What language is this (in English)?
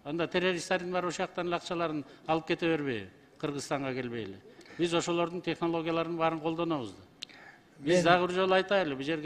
Kyrgyz